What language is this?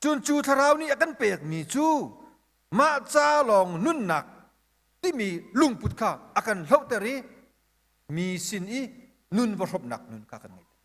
Hakha Chin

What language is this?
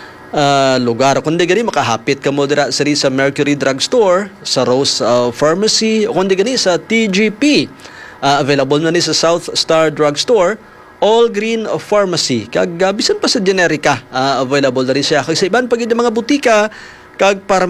Hiligaynon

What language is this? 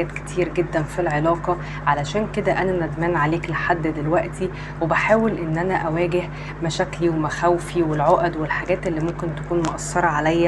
Egyptian Arabic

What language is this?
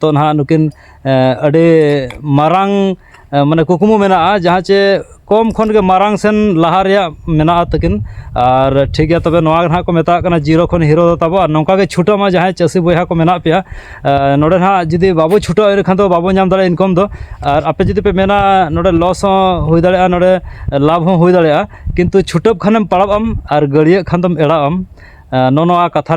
Santali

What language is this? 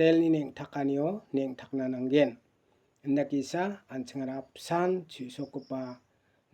Garo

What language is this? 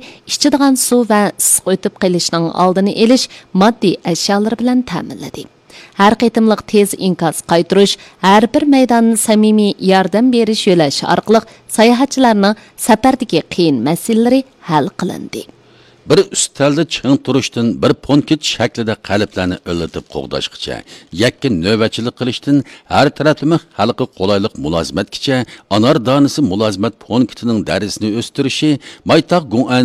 Uyghur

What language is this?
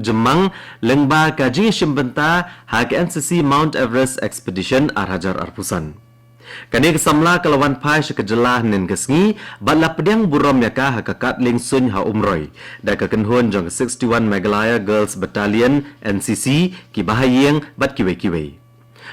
Khasi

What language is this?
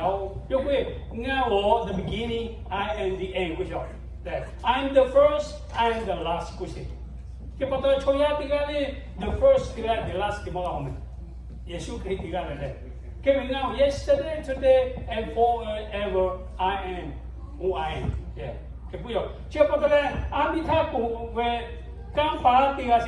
Lahu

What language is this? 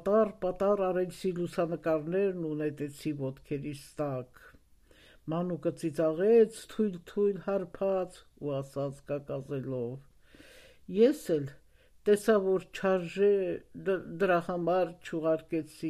Armenian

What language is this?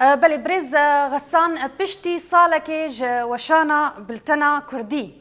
Kurdish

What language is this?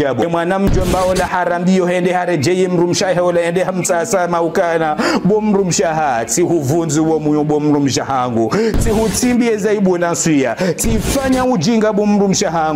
Ngazidja Comorian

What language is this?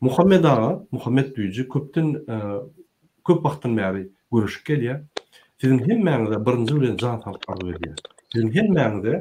Turkmen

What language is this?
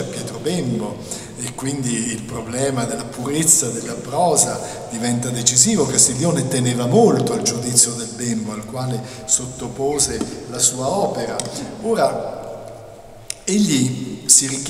Italian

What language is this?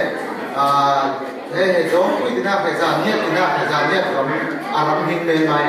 Falam Chin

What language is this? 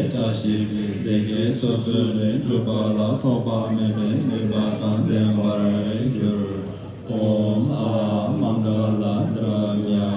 Tibetan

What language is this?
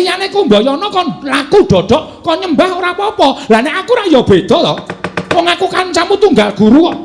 Javanese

